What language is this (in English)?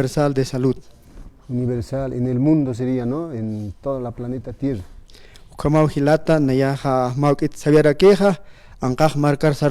Aymara